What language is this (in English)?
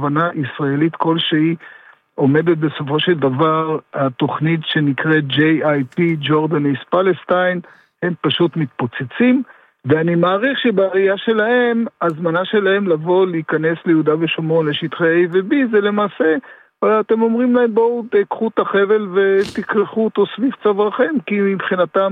Hebrew